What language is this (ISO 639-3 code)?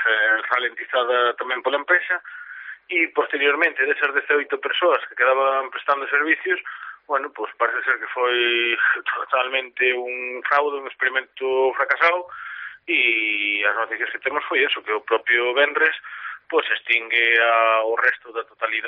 glg